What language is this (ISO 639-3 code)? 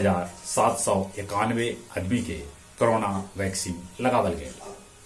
mag